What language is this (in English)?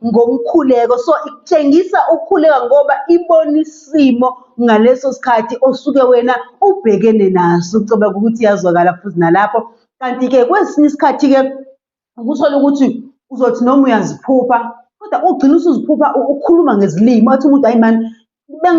Zulu